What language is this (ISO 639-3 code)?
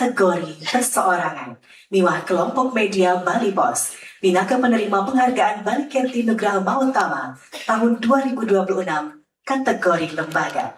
ban